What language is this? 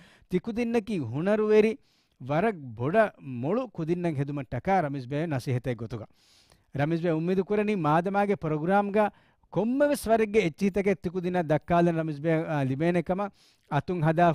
Divehi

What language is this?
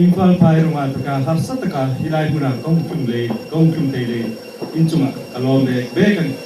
Hmar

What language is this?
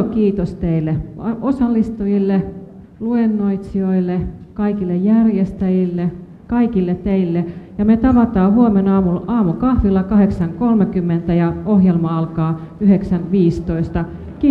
Finnish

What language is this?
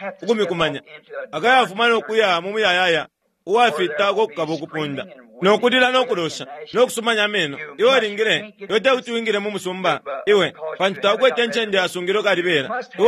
Bemba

